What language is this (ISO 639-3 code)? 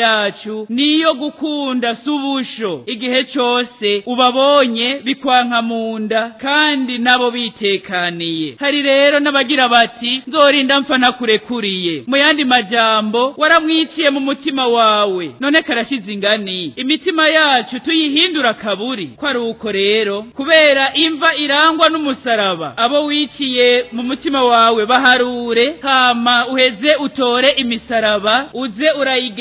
run